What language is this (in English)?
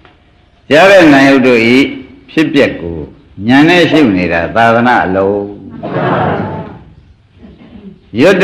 Burmese